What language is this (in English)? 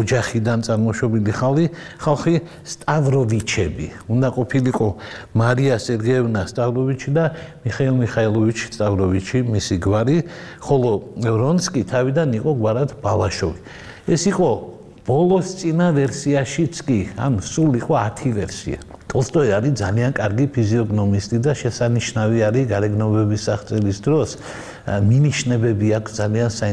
Georgian